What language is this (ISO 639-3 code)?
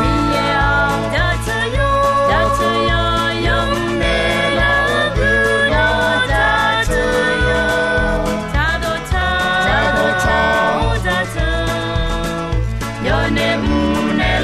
ahk